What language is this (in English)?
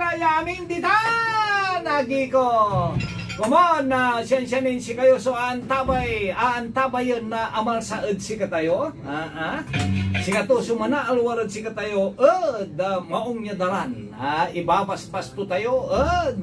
Pangasinan